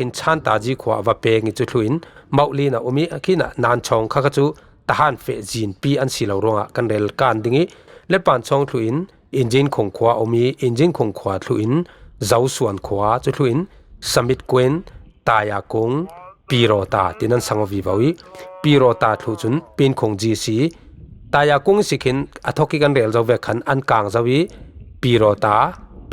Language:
Falam Chin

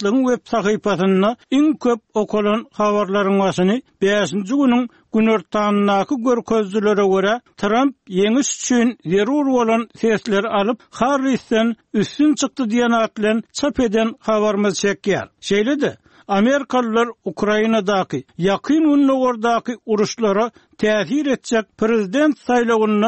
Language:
Turkmen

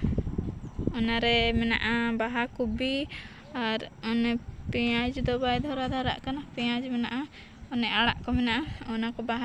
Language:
Santali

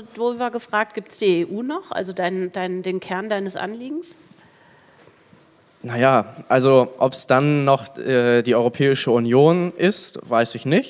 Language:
German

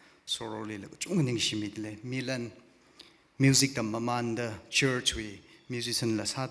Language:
Tangkhul Naga (India)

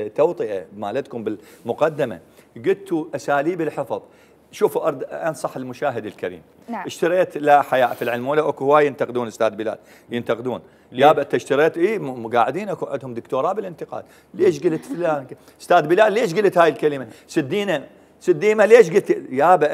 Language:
Mesopotamian Arabic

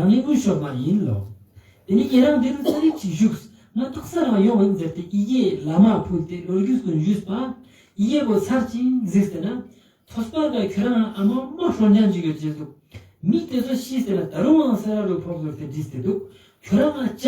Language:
Ladakhi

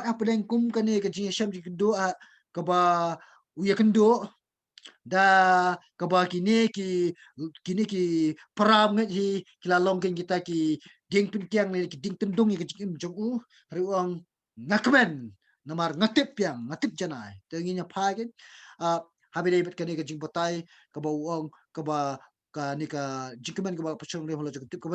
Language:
Khasi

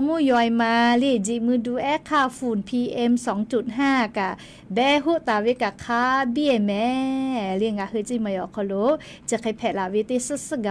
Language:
Lahu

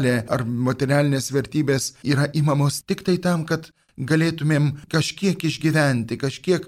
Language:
Lithuanian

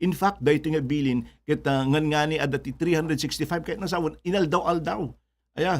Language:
Iloko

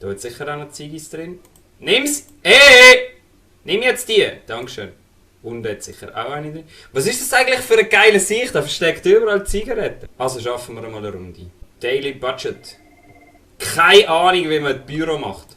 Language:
Swiss German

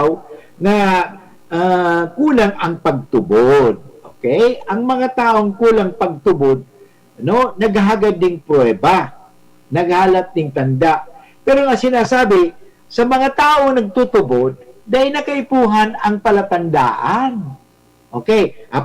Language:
Bikol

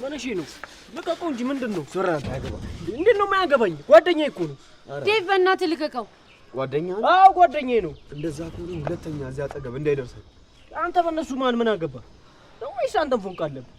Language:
Amharic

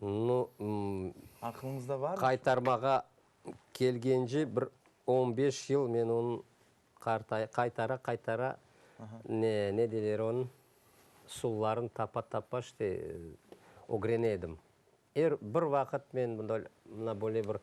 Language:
Crimean Tatar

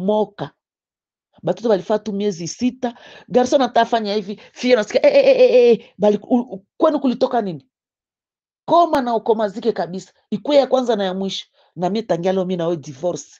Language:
Swahili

